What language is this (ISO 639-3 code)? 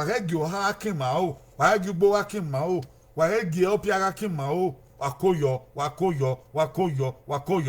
bin